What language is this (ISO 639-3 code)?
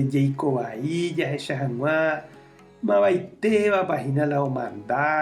grn